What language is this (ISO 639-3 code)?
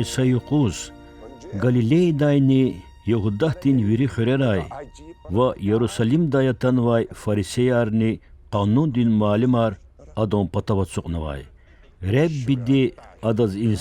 lez